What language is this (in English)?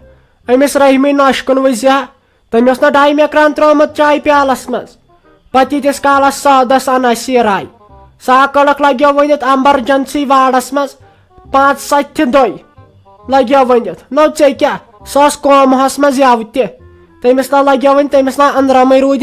Kashmiri